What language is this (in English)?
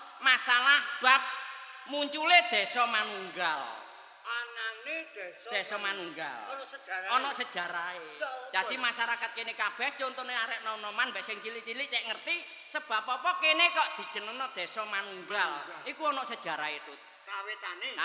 Javanese